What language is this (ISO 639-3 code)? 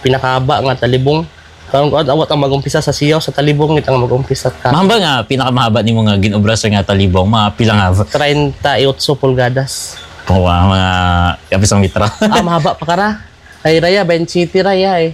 hil